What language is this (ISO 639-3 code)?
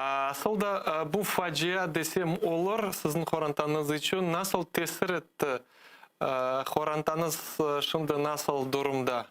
crh